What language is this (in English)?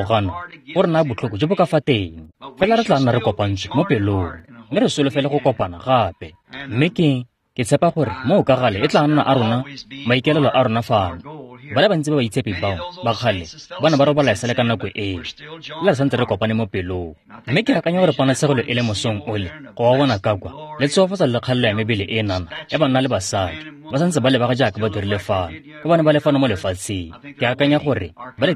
Tswana